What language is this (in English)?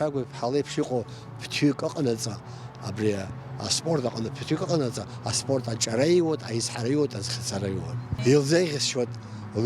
Abkhazian